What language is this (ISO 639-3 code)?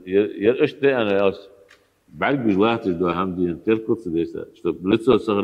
inh